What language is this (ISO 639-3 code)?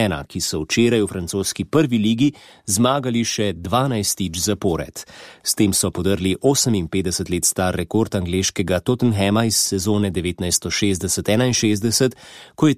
slv